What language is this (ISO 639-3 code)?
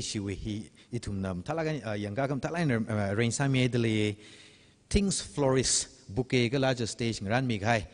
nmf